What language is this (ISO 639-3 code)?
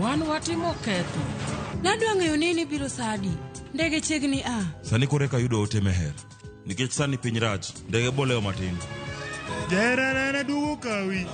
luo